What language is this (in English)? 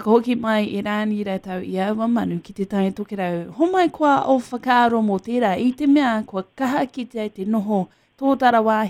Māori